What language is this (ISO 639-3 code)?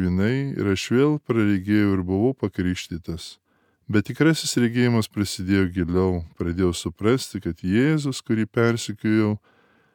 lit